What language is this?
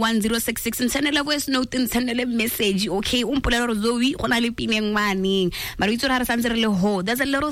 Tswana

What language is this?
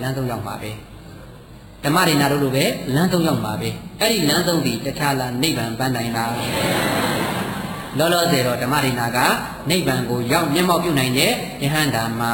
Burmese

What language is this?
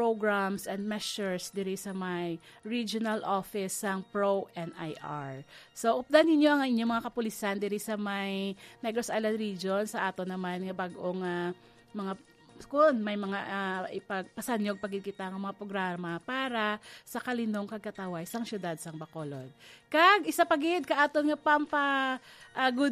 Hiligaynon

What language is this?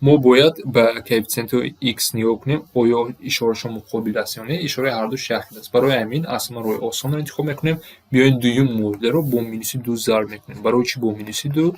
Tajik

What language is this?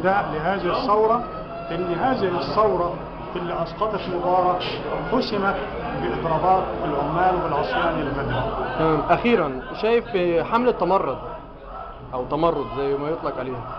Egyptian Arabic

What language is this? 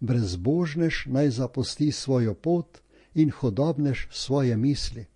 Slovenian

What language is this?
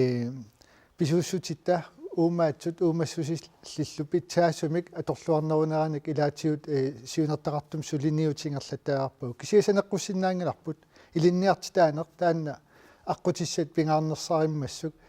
Kalaallisut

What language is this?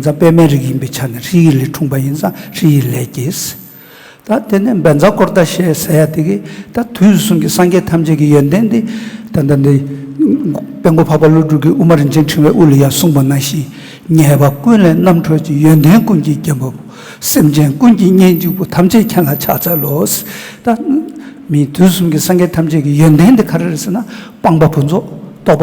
Tibetan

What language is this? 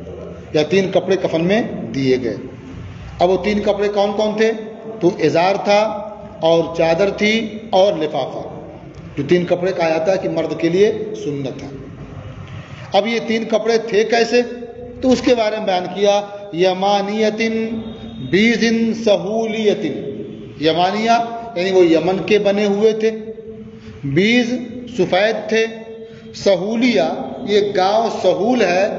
Urdu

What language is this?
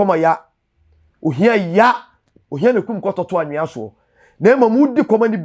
Akan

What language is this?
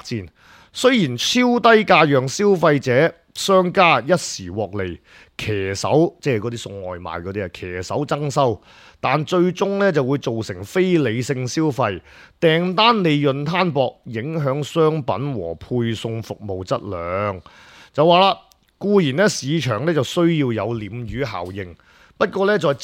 Cantonese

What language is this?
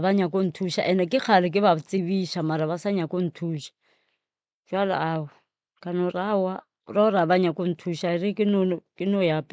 Northern Sotho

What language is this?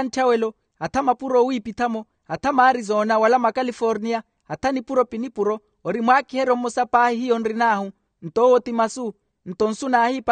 Makhuwa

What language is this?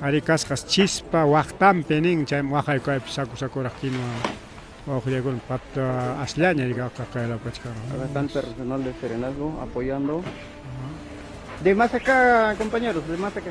Ayacucho Quechua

